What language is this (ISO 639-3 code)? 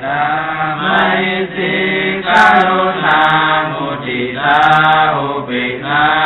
pli